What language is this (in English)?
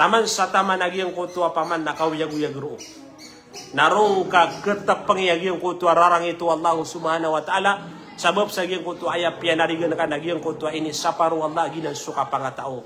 Maranao